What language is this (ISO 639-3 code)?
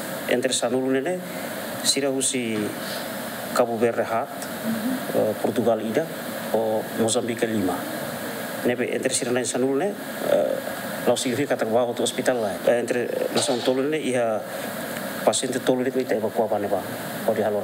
tet